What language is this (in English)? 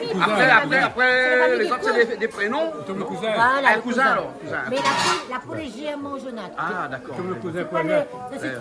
Réunion Creole French